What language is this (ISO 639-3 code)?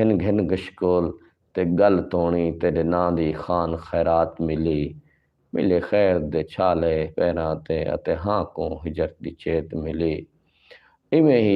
skr